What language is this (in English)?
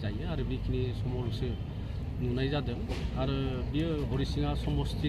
Bodo